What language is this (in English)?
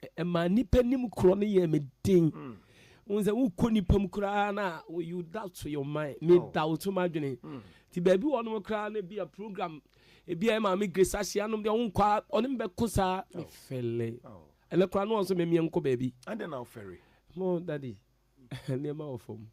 Akan